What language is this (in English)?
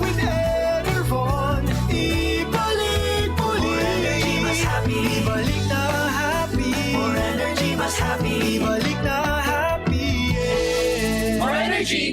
Bikol